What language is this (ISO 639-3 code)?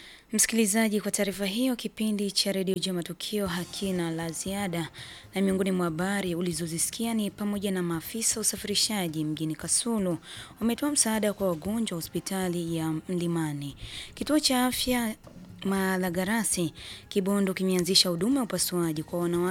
swa